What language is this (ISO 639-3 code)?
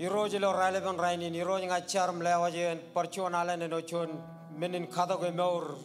mah